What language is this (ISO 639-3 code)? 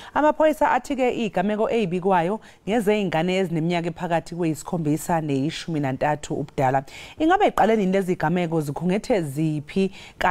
zul